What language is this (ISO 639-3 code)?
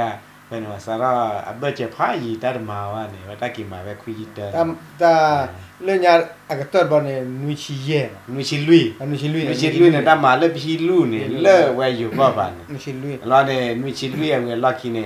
ksw